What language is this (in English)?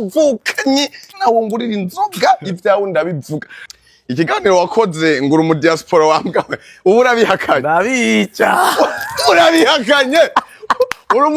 Rundi